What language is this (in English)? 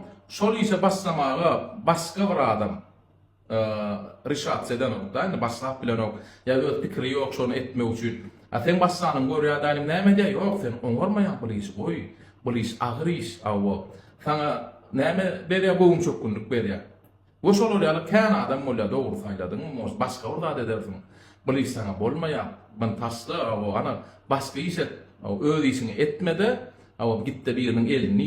Turkmen